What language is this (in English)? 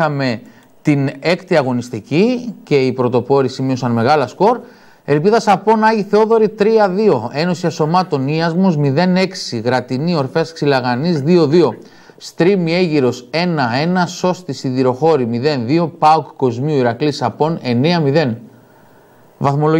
Greek